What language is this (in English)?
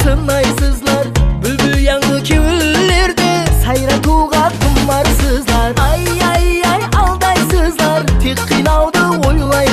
Kara-Kalpak